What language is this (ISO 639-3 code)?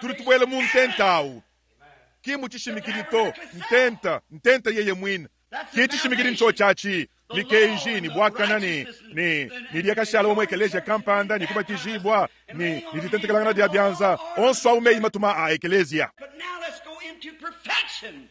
lua